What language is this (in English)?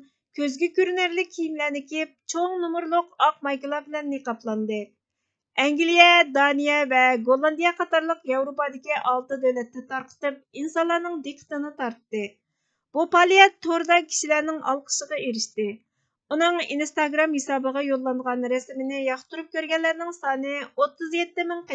Uyghur